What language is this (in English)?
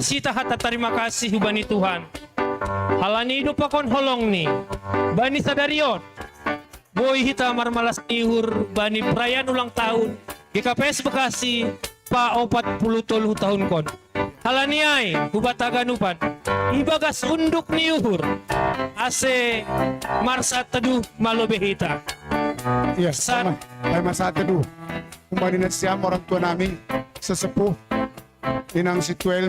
Batak Simalungun